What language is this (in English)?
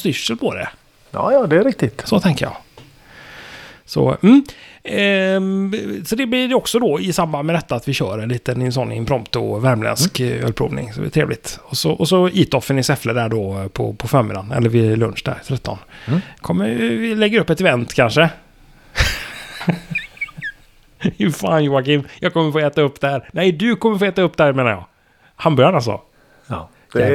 Swedish